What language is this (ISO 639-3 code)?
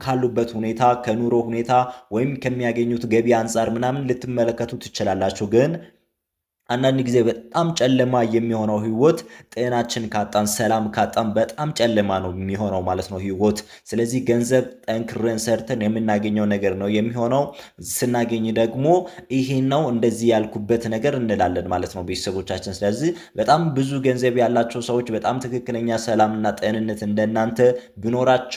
amh